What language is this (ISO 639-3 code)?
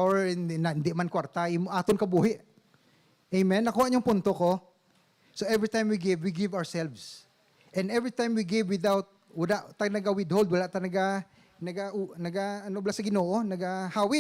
hil